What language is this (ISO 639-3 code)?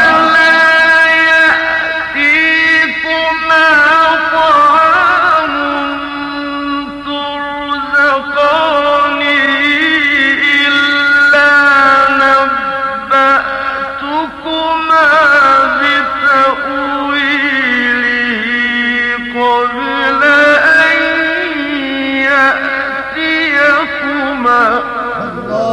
ara